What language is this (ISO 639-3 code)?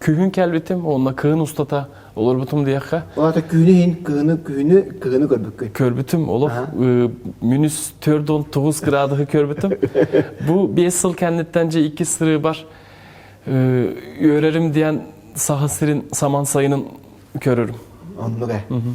sah